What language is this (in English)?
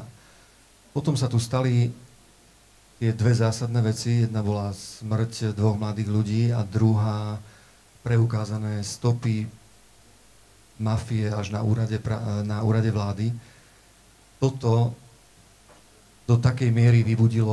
Slovak